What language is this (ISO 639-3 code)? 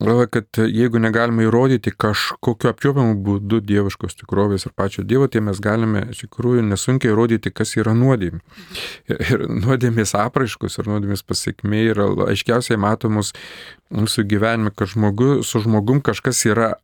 lit